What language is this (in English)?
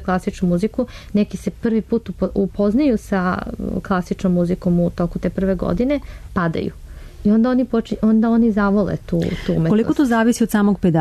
Serbian